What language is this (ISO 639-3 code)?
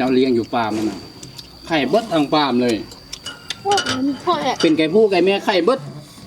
lao